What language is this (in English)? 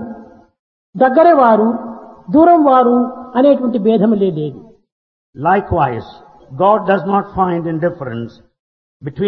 Telugu